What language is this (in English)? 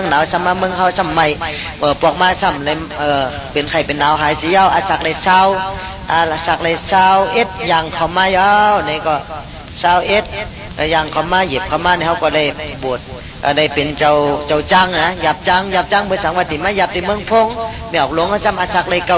Shan